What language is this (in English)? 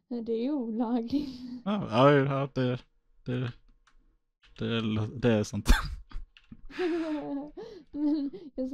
Swedish